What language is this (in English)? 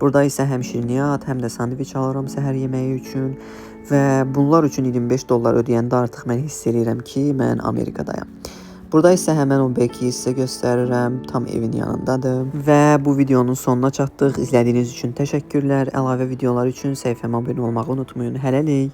Azerbaijani